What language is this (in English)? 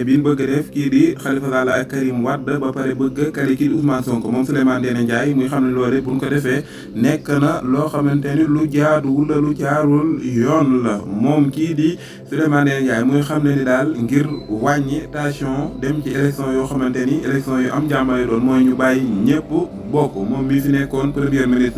Wolof